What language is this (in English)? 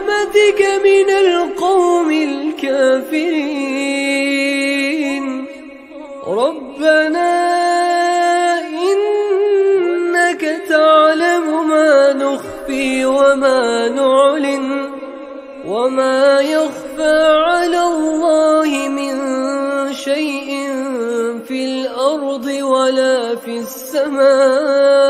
Arabic